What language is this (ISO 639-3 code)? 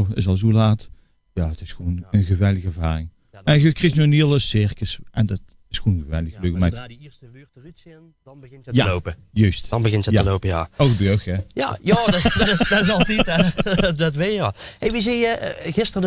lim